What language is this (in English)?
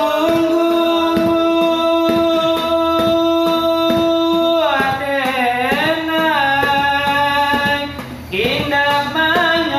Minangkabau